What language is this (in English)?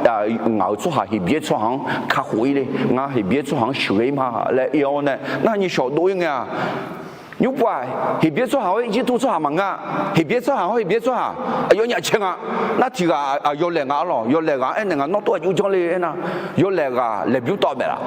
Akha